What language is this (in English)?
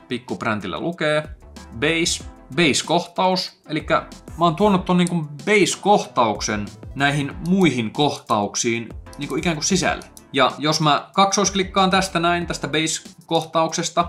Finnish